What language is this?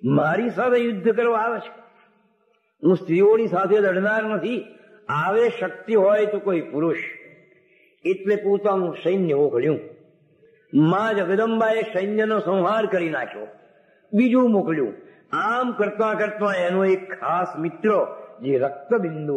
Gujarati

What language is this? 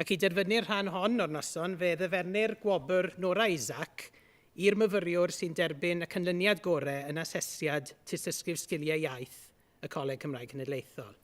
Welsh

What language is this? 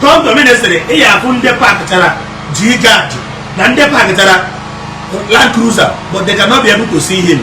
Igbo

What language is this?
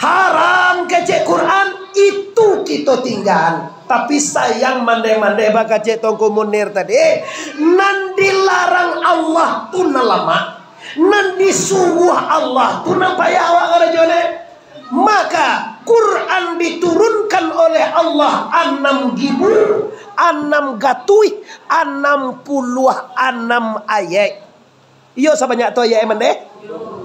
Minangkabau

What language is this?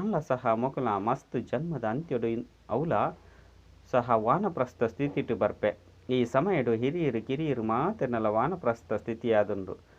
Tulu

